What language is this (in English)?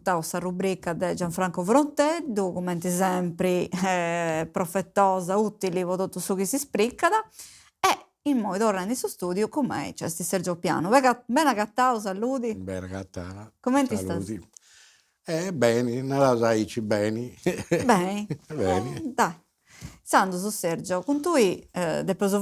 Sardinian